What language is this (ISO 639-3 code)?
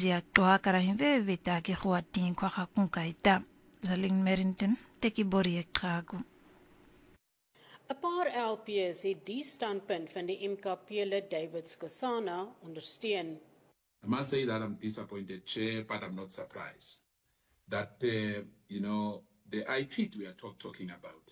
afr